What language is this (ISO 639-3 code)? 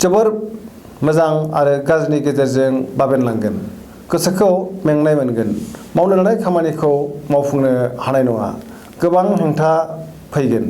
brx